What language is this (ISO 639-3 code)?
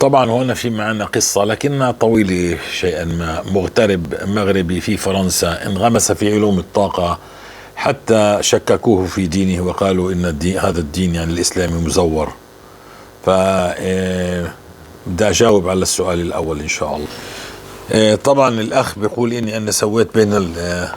apc